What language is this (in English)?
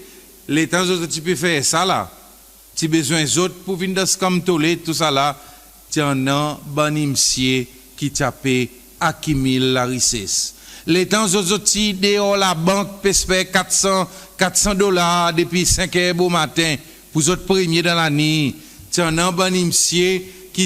Seselwa Creole French